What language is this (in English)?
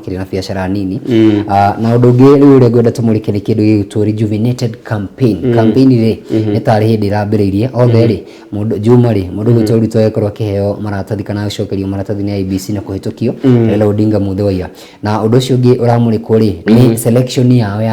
Kikuyu